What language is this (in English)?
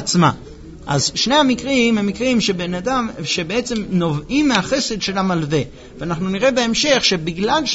Hebrew